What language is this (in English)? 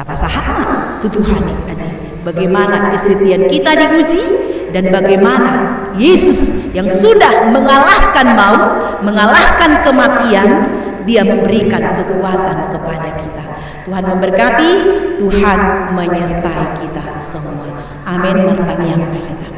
Batak Toba